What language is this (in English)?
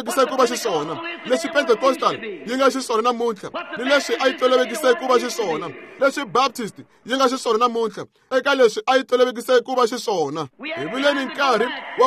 Tsonga